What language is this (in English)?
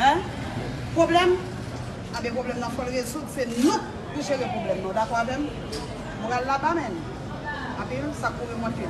Haitian Creole